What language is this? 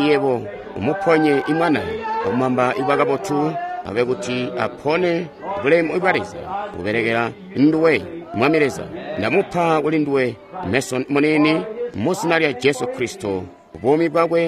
Tonga (Zambia)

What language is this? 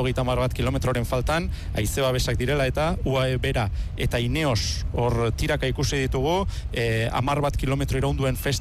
Basque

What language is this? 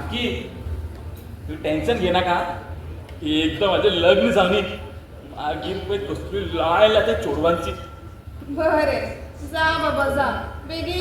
Konkani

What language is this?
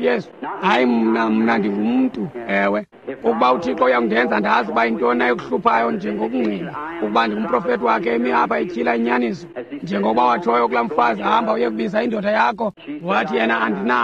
Xhosa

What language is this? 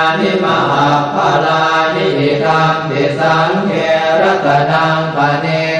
Pali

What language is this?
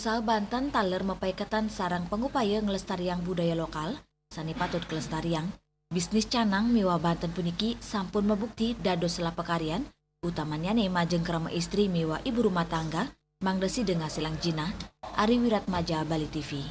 Balinese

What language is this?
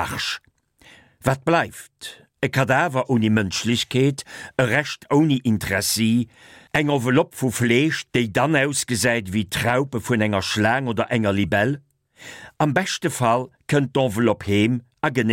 Luxembourgish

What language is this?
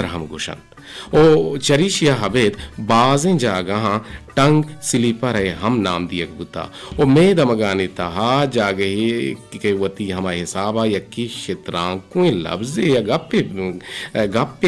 Eastern Balochi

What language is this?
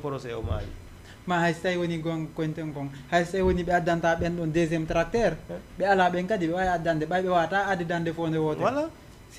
Fula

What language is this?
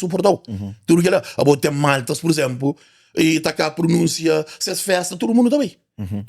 Kabuverdianu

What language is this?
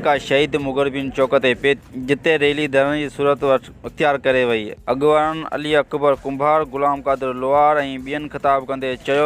Sindhi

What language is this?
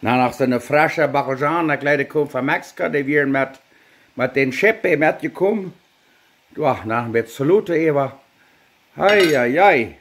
Plautdietsch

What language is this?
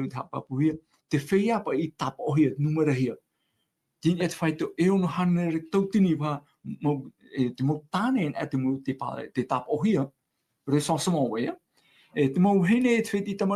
Tahitian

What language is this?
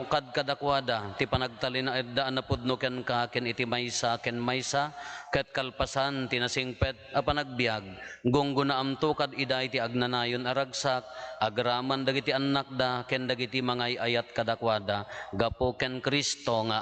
Iloko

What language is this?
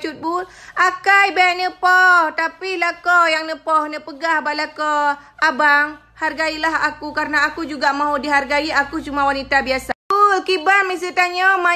Achinese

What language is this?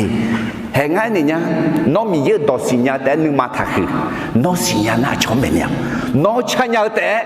Akha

